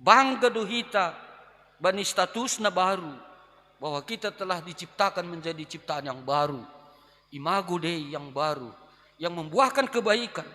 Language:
Batak Simalungun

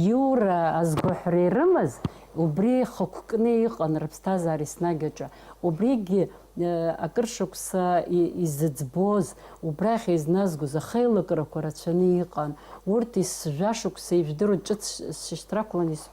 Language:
Abkhazian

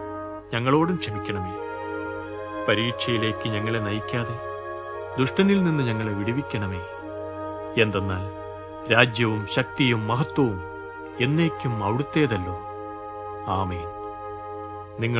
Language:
Malayalam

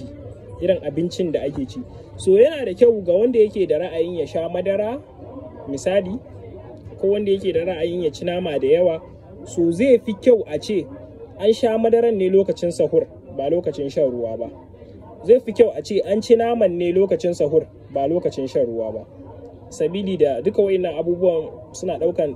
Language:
Hausa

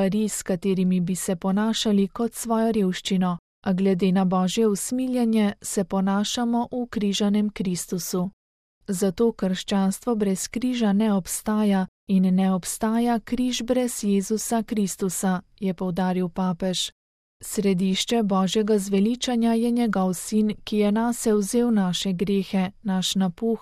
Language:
Slovenian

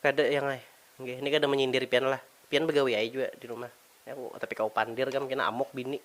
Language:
Banjar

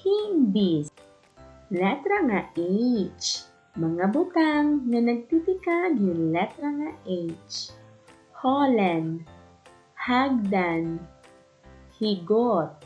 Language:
Waray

